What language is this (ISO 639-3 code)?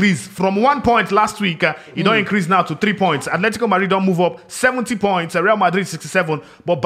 pcm